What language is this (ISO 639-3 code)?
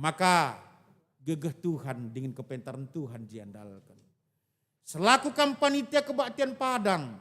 btx